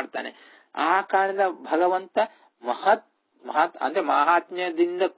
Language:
Kannada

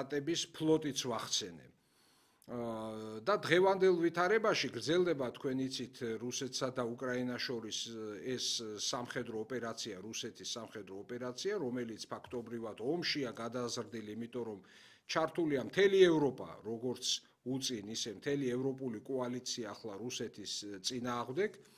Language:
Georgian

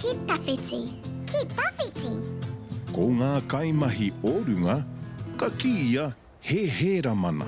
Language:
Māori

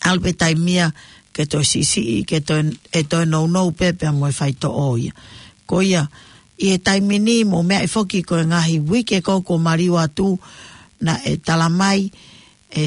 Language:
Tongan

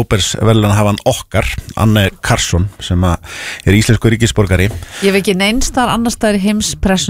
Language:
Icelandic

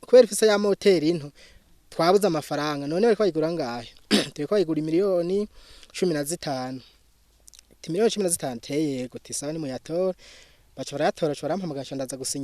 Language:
Rundi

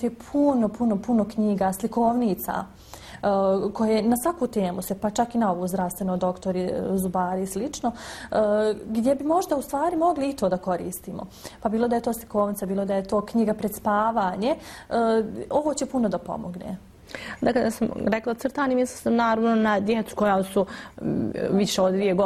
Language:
Bosnian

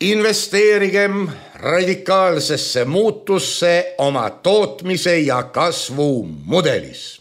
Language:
Estonian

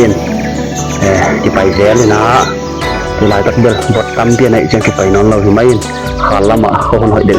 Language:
Tedim Chin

